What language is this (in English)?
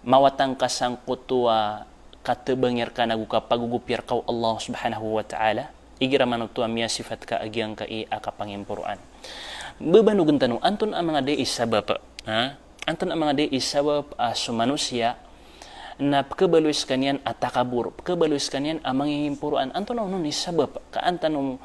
Maranao